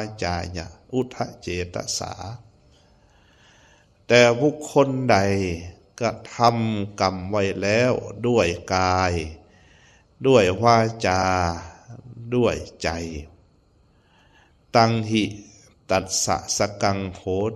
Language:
Lao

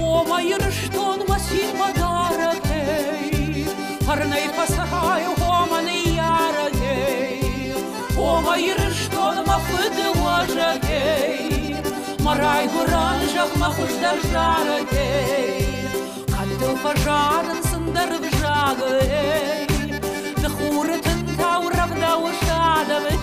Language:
Ossetic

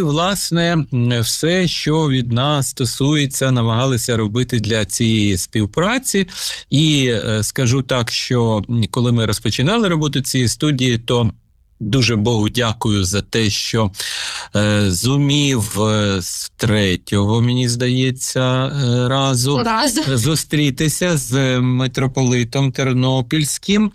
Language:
Ukrainian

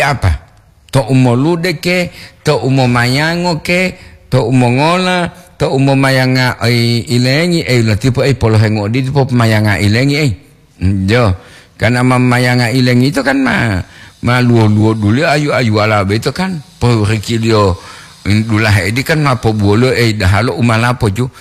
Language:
Gorontalo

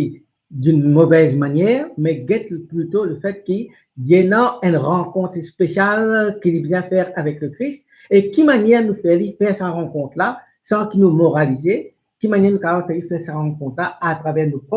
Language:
Morisyen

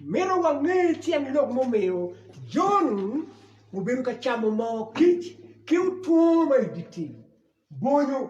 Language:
Acoli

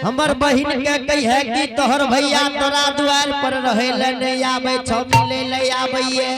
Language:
Angika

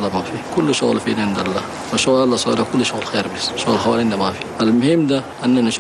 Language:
Chadian Arabic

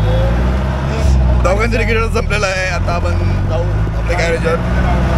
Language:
Marathi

